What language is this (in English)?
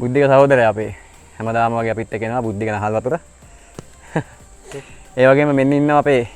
Sinhala